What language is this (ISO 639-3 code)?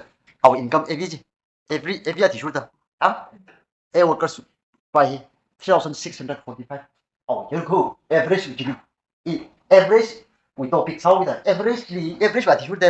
nmf